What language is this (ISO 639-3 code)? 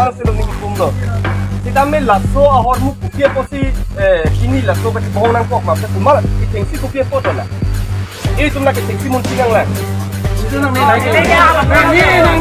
mjw